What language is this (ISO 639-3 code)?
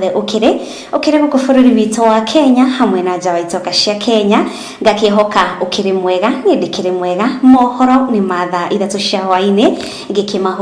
kik